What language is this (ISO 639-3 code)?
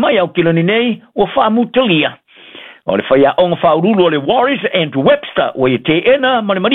smo